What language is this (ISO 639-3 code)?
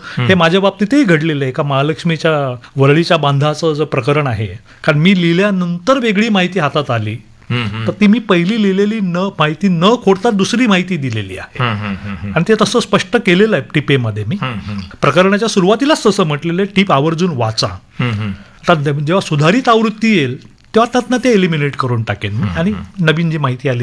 mar